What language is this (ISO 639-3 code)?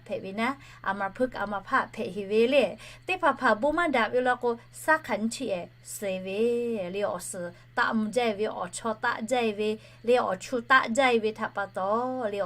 lhu